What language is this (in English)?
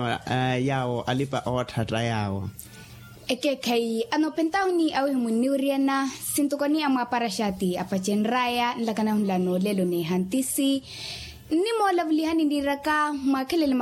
Makhuwa